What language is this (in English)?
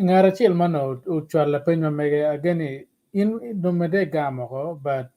Acoli